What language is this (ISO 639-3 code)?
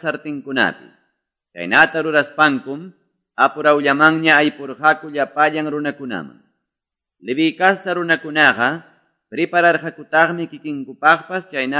que